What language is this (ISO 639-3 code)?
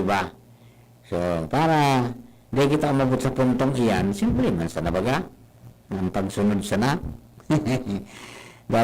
bik